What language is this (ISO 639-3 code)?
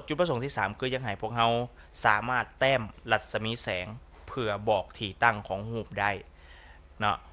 lao